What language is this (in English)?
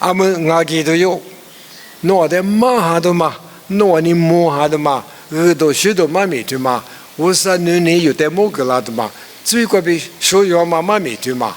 Lisu